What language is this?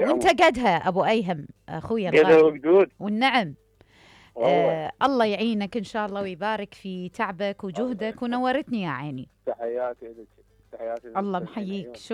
Mesopotamian Arabic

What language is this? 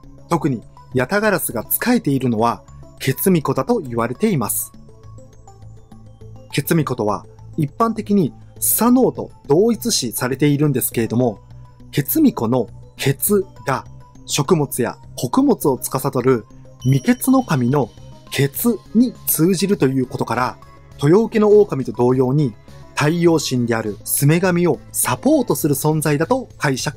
Japanese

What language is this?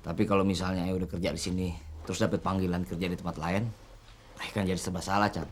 Betawi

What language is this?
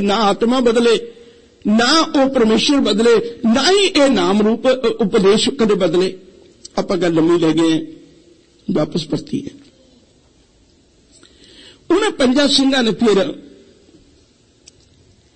Punjabi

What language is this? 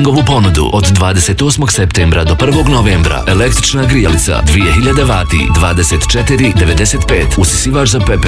Bosnian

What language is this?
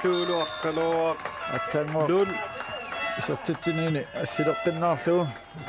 Kalaallisut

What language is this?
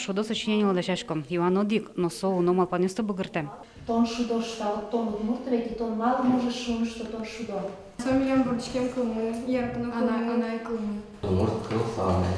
Udmurt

